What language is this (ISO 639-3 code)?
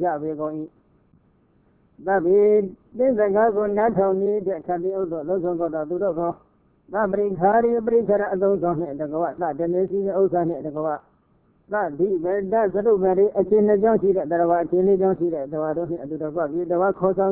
mya